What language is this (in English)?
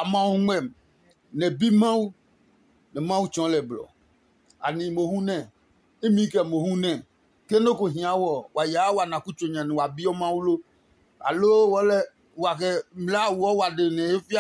Adangme